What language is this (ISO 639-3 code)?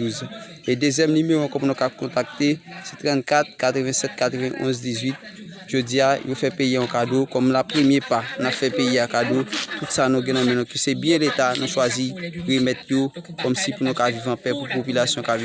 hat